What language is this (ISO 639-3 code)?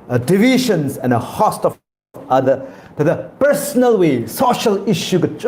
nmf